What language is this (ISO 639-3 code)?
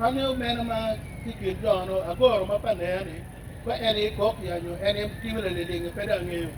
ach